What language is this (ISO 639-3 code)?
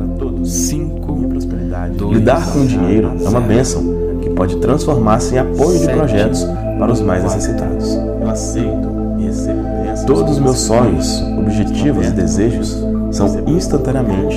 por